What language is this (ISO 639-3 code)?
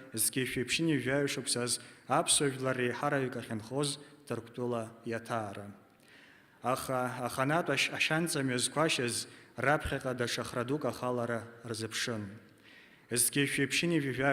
abk